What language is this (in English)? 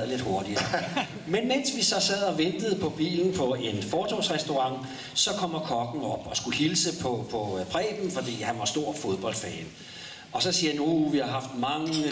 Danish